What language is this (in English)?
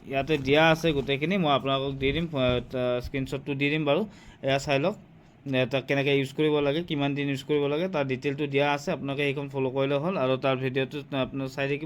Assamese